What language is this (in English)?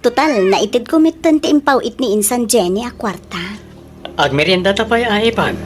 Iloko